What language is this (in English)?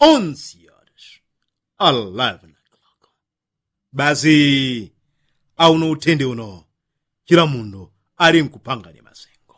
Yao